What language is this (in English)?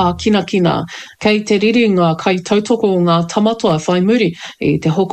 Māori